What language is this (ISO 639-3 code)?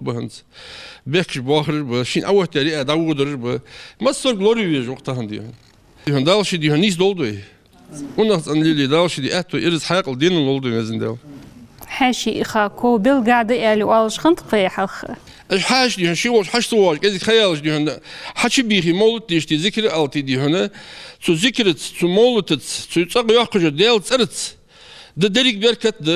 inh